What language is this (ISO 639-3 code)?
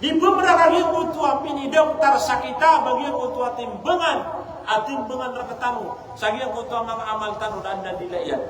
mrw